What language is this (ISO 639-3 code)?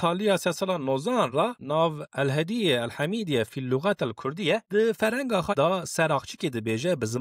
kur